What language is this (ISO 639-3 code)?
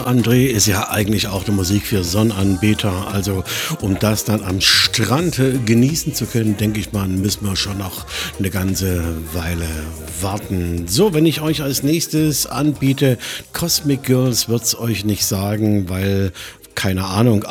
deu